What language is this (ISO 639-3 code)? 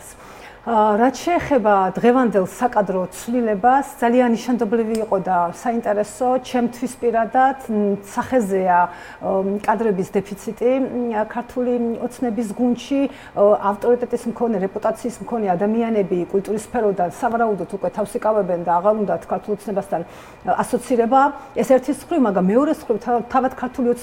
kat